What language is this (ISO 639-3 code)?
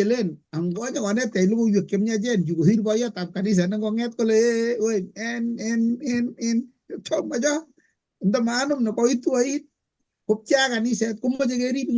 kln